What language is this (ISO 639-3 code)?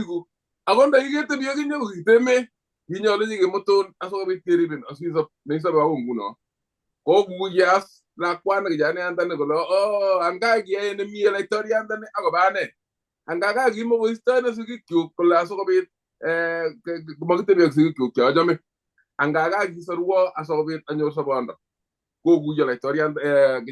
kln